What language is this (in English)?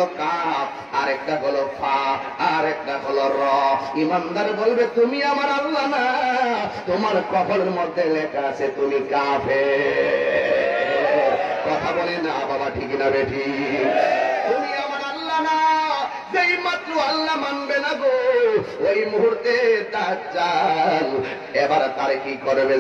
Bangla